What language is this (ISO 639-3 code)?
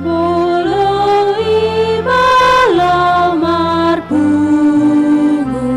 bbc